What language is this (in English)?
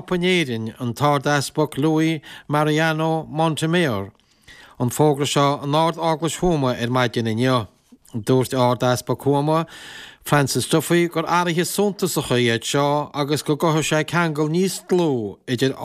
Irish